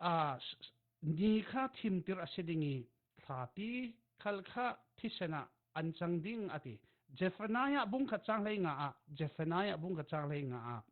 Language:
Falam Chin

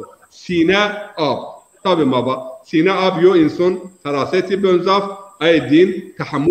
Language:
Zaza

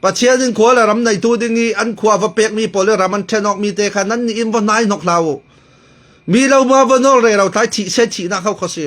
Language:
Falam Chin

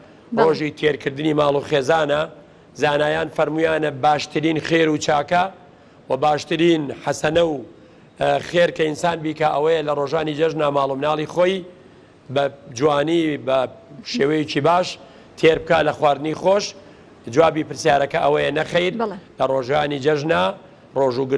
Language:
Central Kurdish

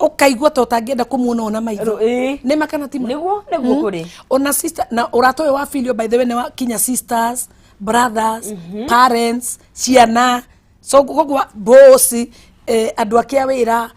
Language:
Kikuyu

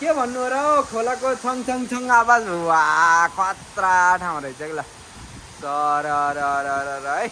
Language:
Nepali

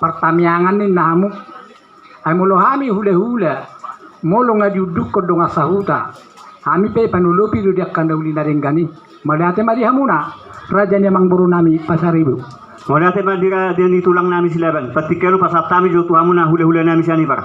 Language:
Batak Toba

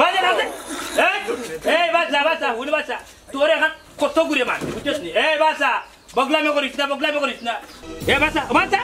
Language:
Sylheti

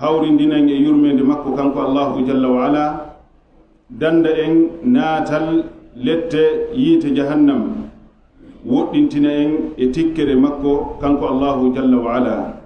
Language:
Fula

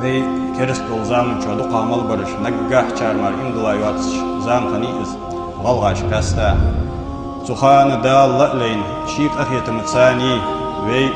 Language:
Ingush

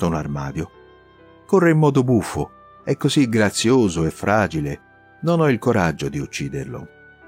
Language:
Italian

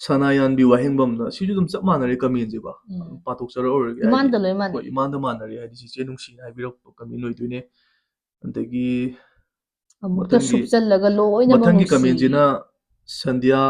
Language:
Manipuri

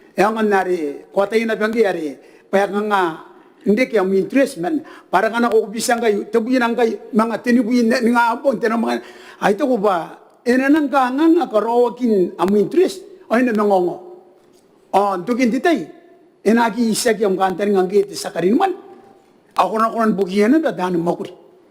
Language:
Gilbertese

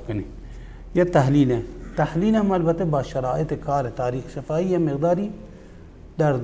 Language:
Baluchi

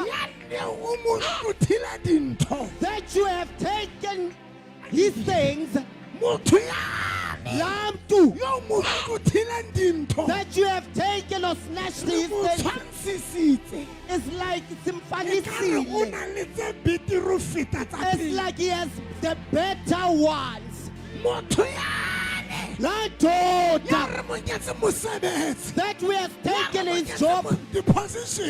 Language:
Southern Sotho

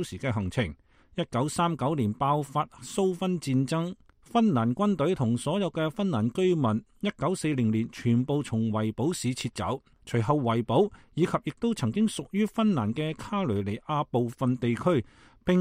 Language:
Cantonese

